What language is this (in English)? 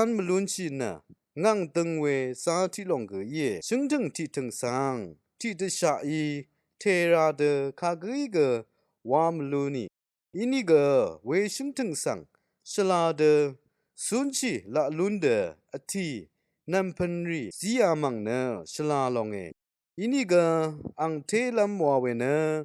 Rawang